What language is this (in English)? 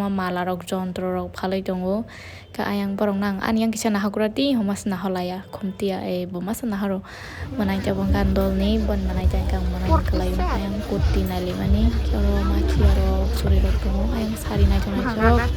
Kok Borok